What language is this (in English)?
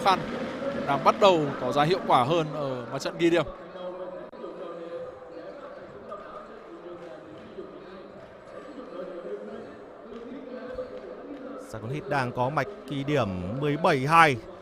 Vietnamese